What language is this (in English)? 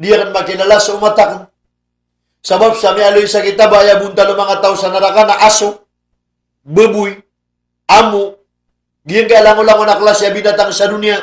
Maranao